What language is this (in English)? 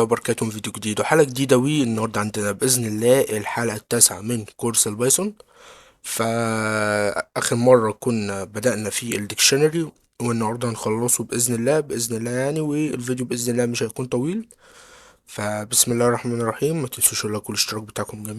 Egyptian Arabic